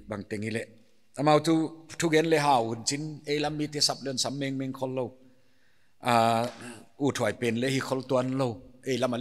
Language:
Paite Chin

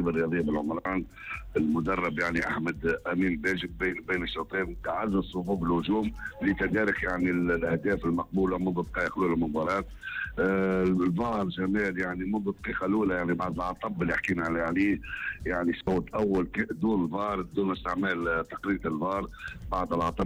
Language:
Tunisian Arabic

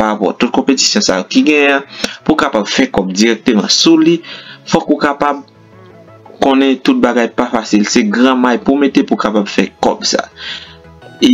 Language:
Haitian Creole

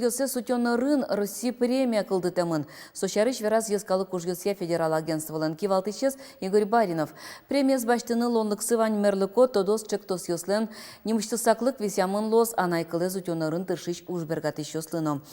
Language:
Udmurt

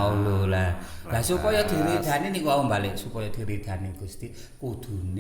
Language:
Javanese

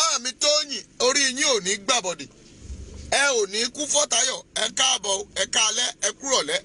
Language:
Yoruba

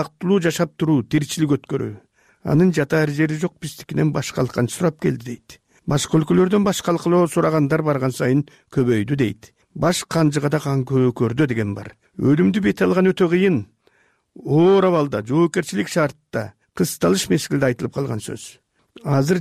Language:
Kyrgyz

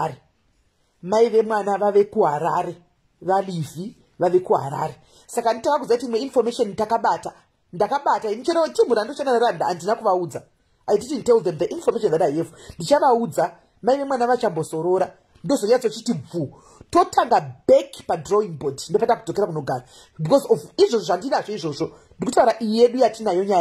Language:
Shona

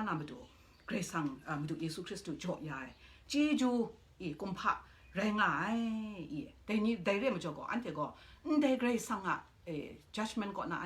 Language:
Kachin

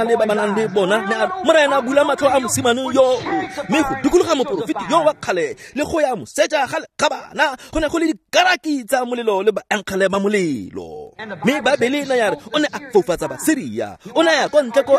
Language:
Tswana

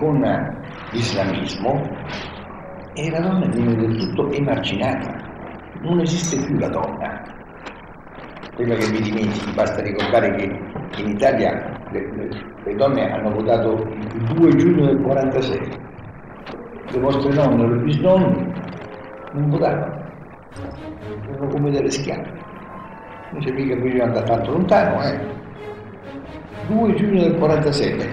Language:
Italian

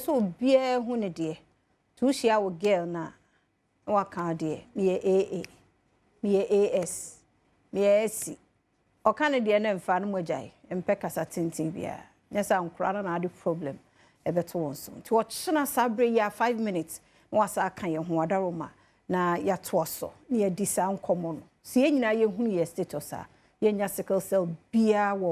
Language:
Akan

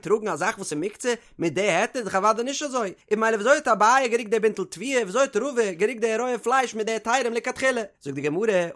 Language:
Yiddish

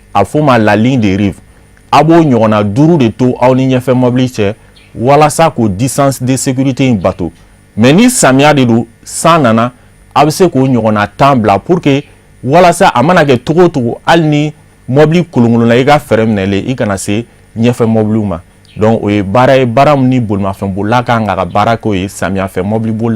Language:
Bambara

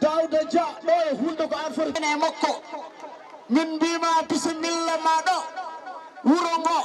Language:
Fula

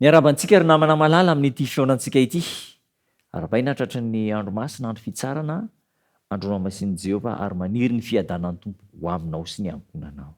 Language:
Malagasy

